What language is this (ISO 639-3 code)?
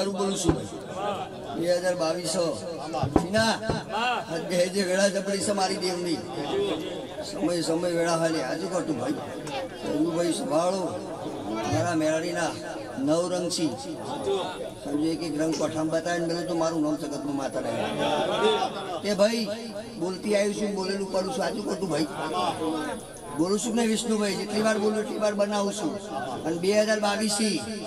guj